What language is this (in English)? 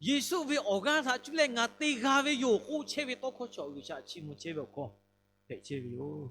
Lahu